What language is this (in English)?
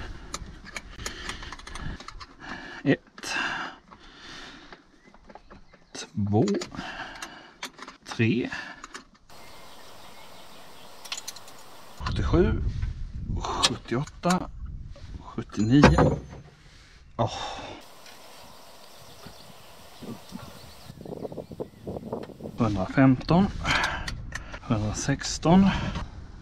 Swedish